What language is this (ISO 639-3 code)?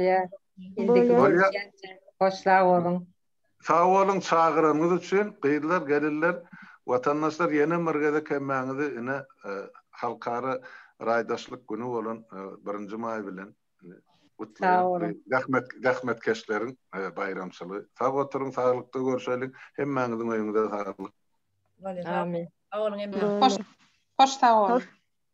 tuk